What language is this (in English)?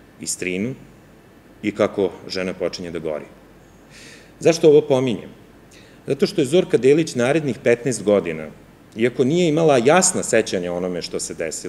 Serbian